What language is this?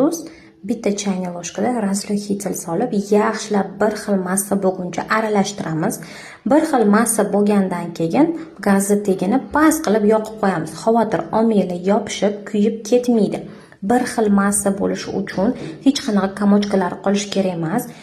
Uzbek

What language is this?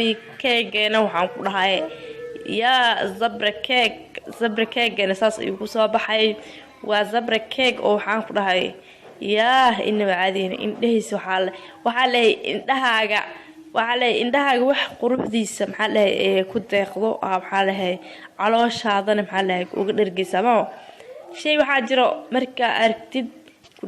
Somali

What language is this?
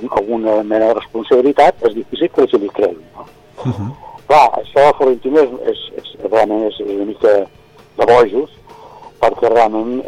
Catalan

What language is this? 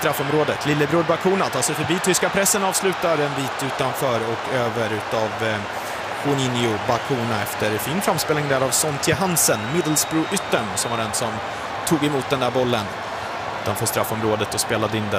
Swedish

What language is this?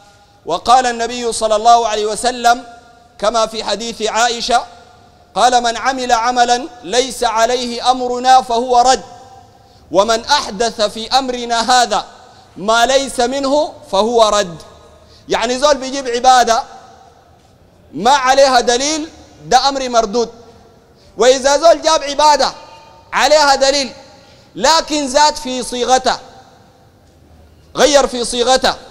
Sudanese Arabic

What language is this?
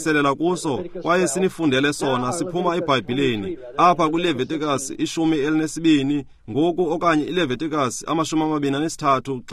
Xhosa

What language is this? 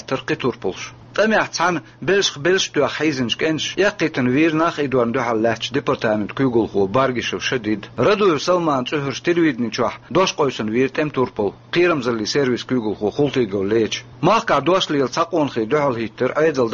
Chechen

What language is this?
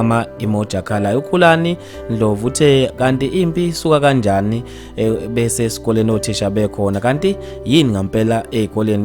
Zulu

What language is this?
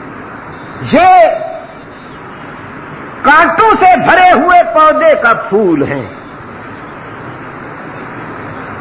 Urdu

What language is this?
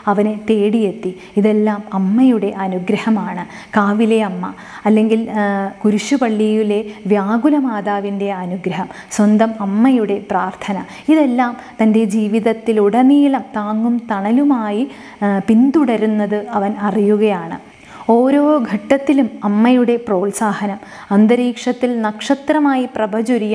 Malayalam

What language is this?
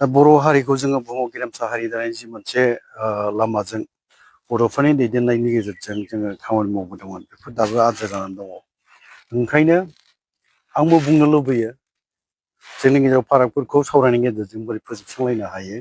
Bodo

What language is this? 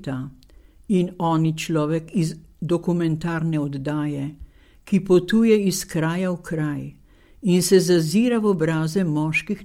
Slovenian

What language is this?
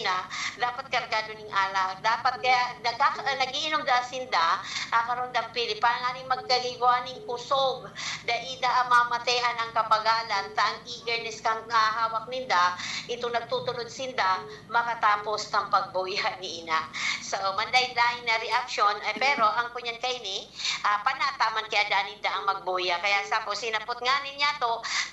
Bikol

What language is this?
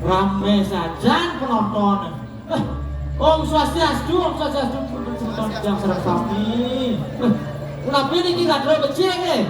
Balinese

